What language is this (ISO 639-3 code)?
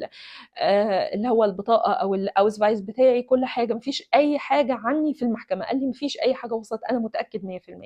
arz